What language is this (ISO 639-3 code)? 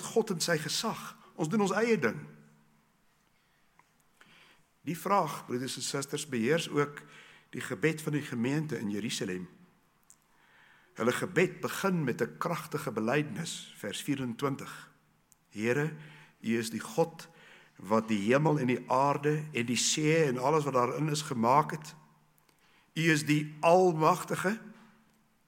afr